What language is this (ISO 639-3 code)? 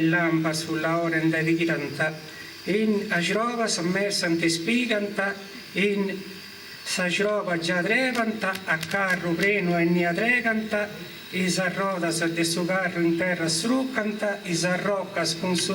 srd